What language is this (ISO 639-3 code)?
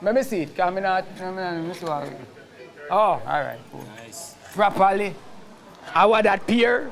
jam